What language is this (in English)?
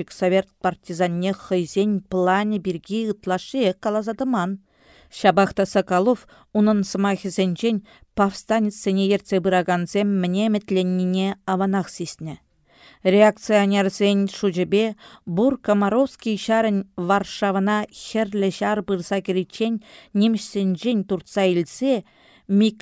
Chuvash